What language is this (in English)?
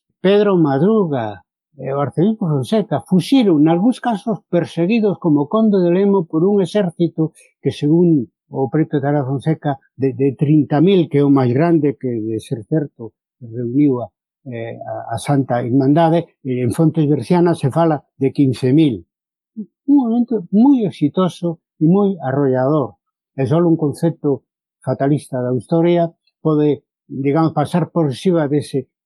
Galician